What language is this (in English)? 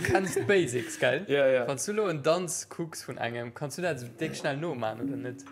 Luxembourgish